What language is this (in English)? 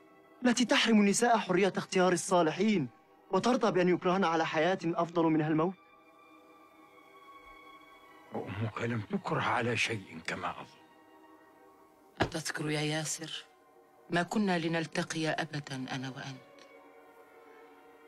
Arabic